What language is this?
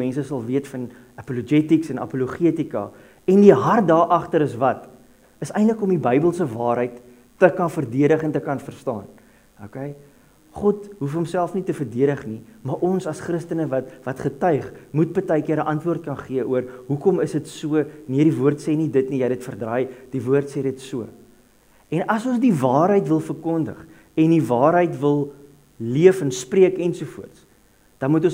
Afrikaans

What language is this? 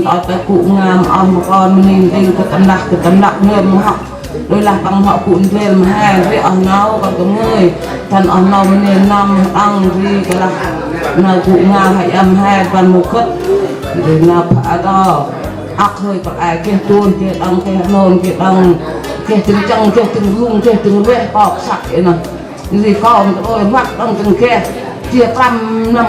Central Mnong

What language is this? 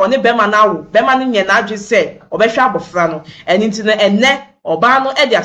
Akan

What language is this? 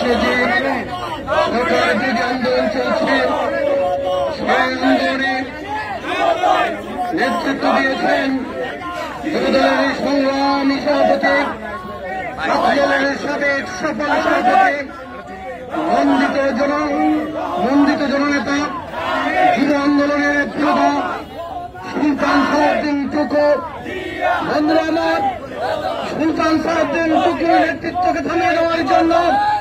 Bangla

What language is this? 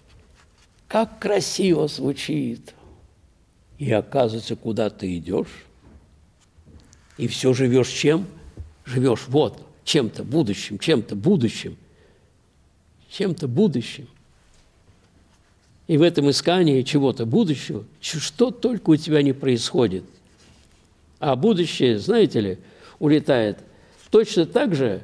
Russian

